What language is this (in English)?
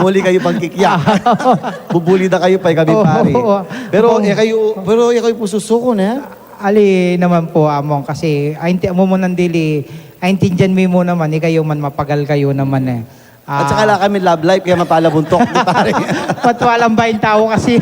Pampanga